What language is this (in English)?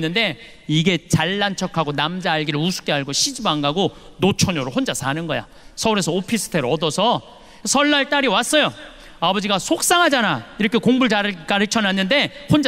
Korean